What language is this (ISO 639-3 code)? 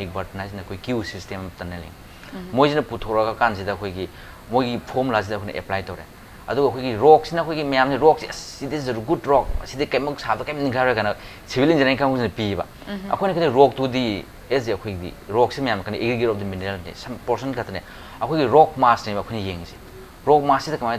mni